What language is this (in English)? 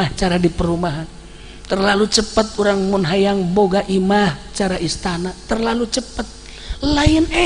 Sundanese